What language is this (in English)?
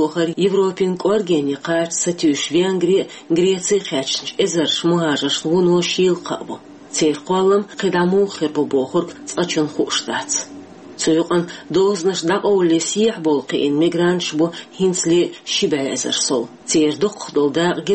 Chechen